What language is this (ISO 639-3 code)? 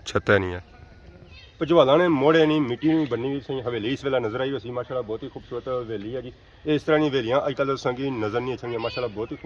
phr